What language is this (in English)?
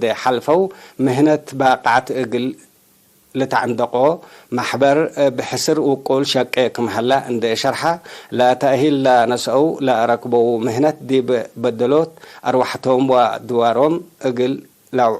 Tigre